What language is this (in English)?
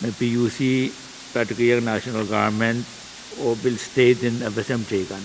Pohnpeian